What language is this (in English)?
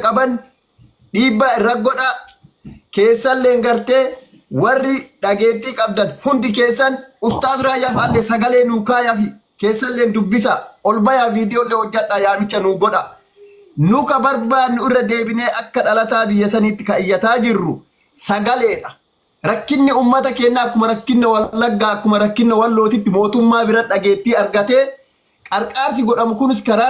Oromo